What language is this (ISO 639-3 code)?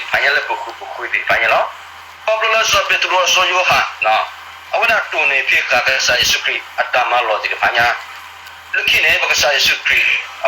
ksw